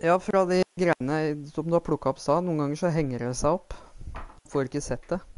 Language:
Norwegian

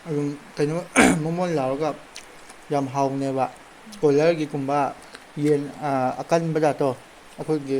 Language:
Manipuri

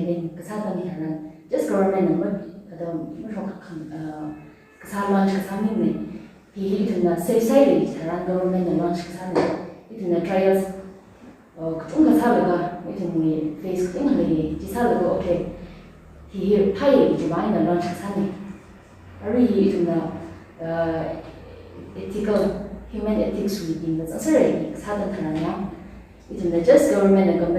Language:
Tangkhul Naga (India)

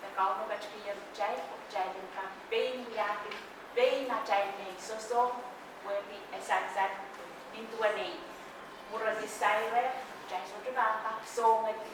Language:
Pohnpeian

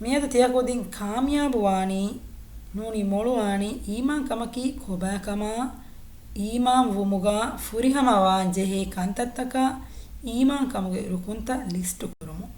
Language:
Divehi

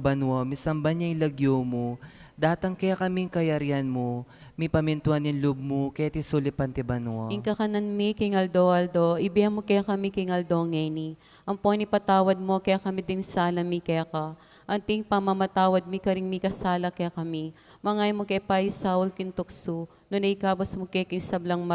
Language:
Pampanga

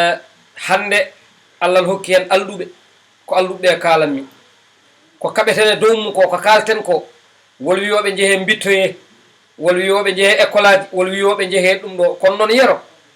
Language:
Fula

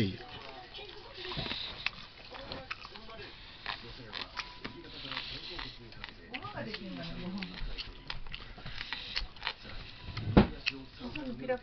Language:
Japanese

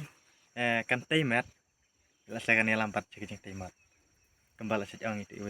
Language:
Khasi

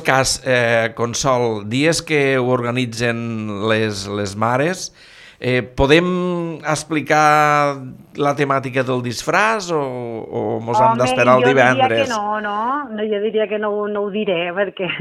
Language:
Catalan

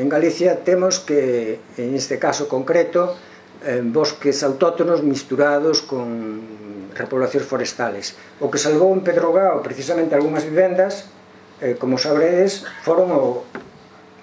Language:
Galician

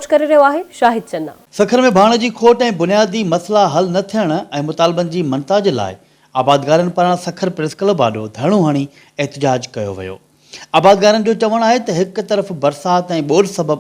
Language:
Sindhi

